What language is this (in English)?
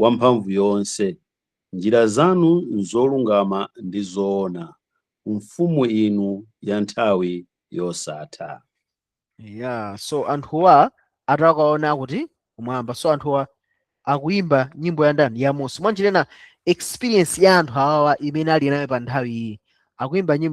Nyanja